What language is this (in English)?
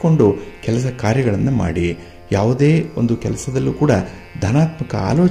Kannada